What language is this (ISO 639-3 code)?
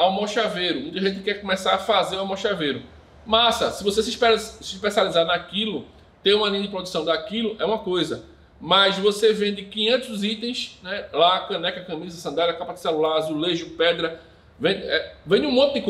por